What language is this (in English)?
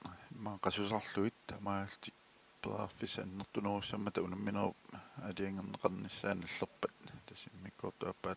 Kalaallisut